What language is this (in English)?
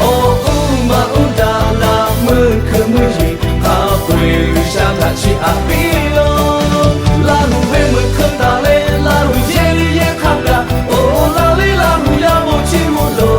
Lahu